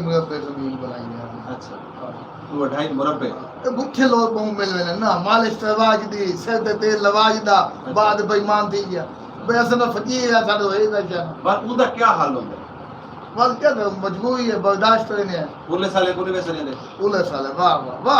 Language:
Saraiki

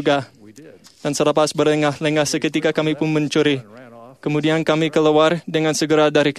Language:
Malay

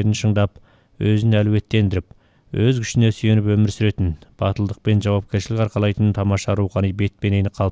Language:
Kazakh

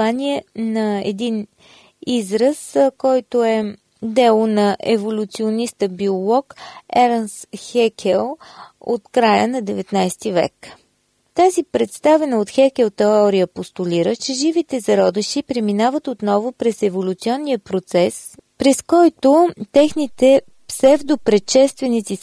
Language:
Bulgarian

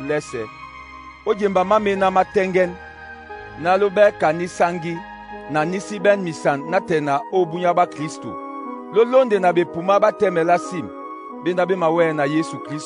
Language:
Duala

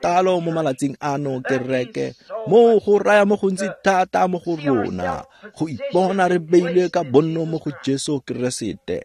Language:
Tswana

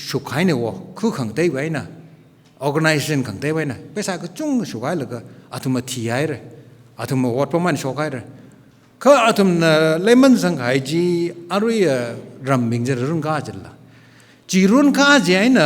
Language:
Tangkhul Naga (India)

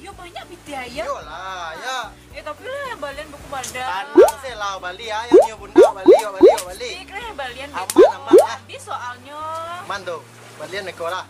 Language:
Minangkabau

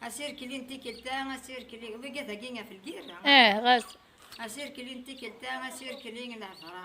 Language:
Kabyle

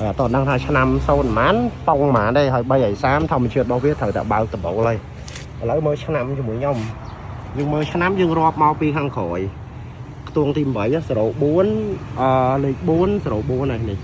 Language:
Khmer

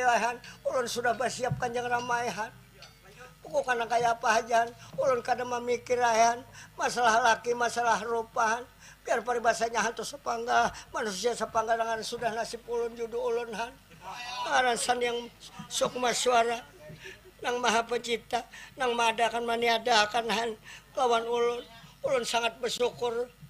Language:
Banjar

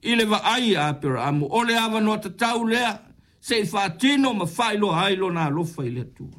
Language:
Samoan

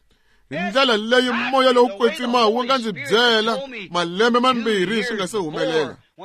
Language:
Tsonga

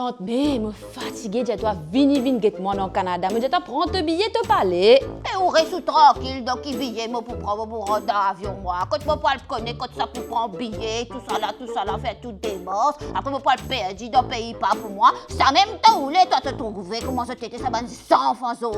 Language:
Morisyen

